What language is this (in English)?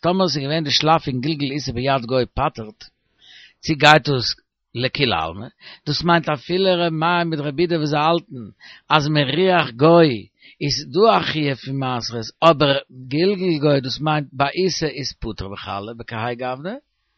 Yiddish